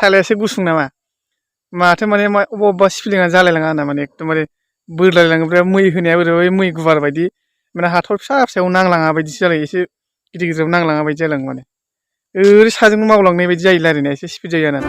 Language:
Bodo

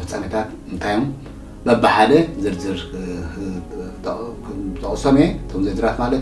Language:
Tigrinya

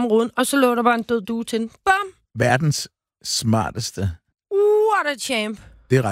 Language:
Danish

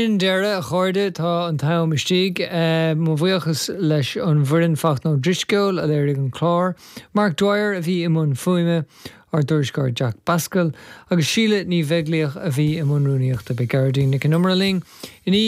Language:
Irish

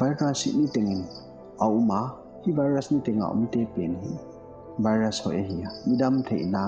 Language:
Paite Chin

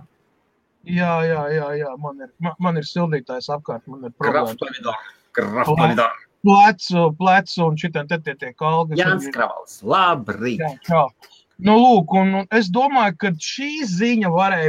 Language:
Latvian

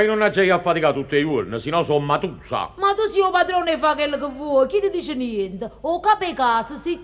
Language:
Neapolitan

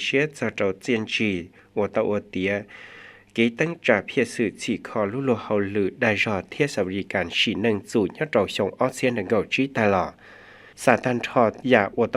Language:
Hmong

